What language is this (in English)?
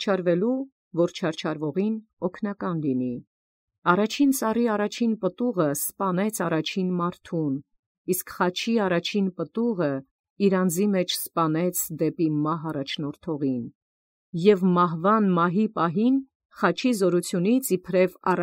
Armenian